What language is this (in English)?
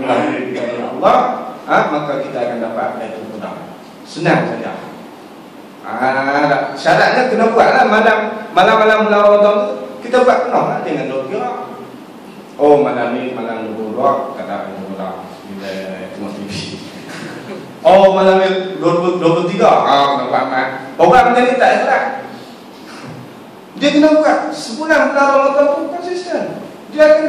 Malay